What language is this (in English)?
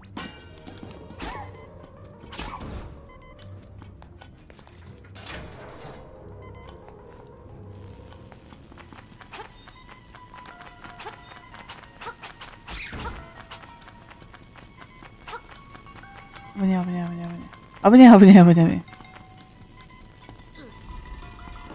Japanese